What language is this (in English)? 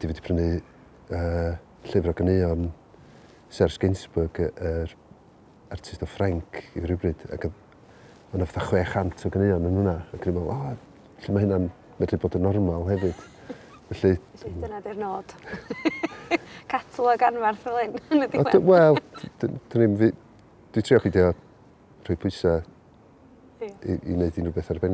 Welsh